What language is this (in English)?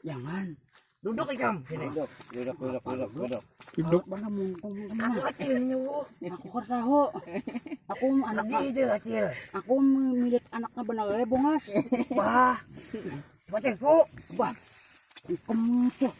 Banjar